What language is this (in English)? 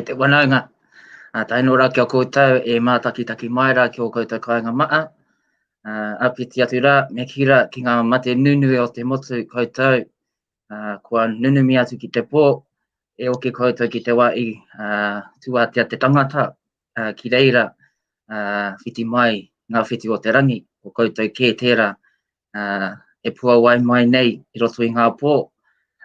Māori